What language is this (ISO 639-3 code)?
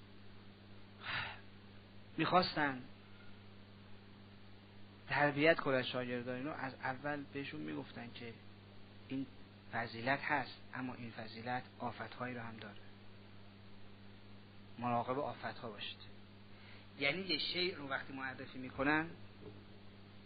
fas